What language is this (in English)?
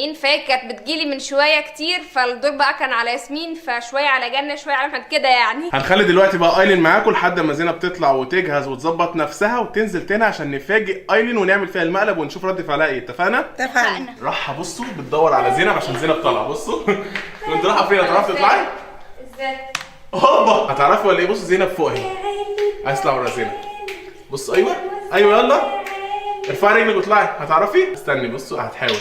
Egyptian Arabic